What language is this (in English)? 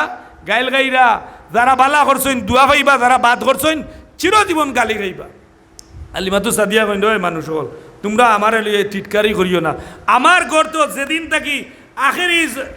Sylheti